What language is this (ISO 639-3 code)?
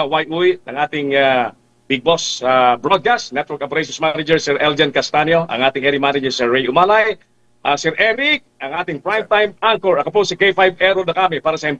hil